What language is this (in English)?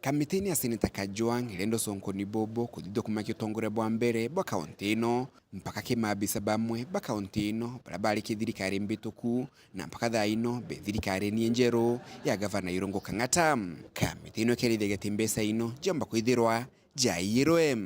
Meru